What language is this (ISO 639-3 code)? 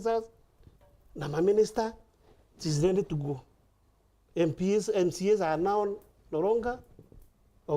mer